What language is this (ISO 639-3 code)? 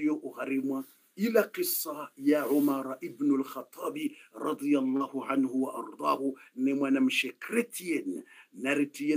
swa